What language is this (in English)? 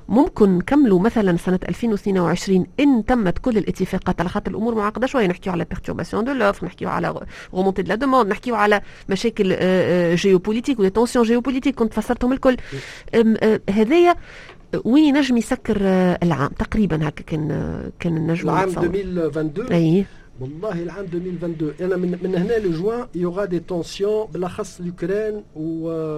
Tunisian Arabic